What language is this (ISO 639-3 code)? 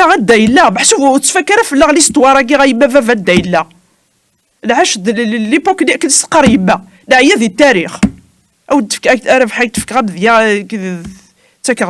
kab